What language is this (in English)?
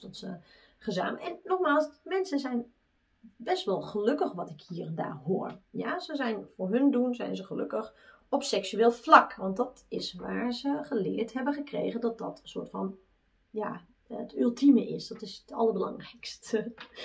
Dutch